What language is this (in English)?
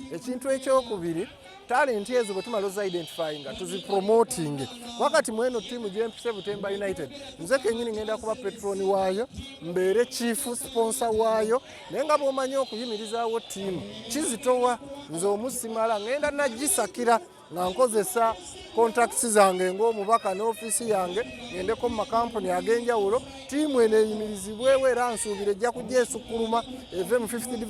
Ganda